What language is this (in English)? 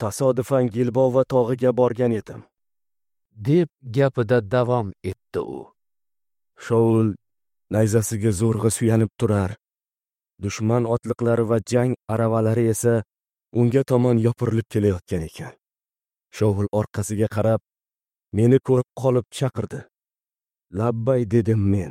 Uzbek